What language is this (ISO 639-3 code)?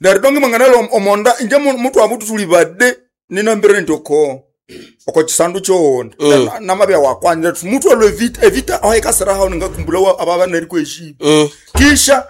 nnb